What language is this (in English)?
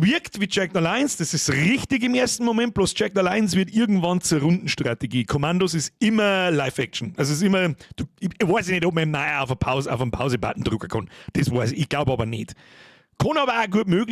Bavarian